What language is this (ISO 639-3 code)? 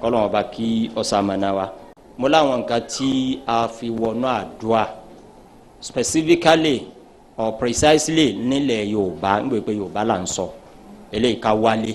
yor